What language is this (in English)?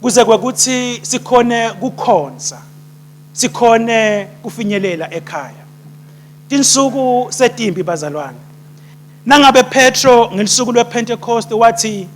Swati